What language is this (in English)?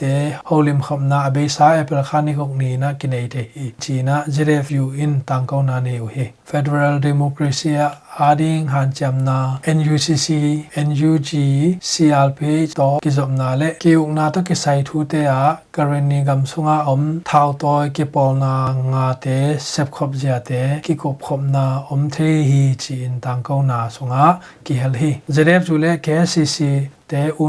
Tedim Chin